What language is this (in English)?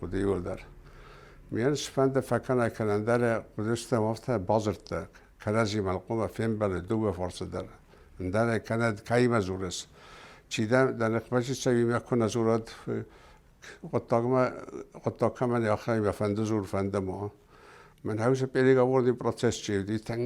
Ossetic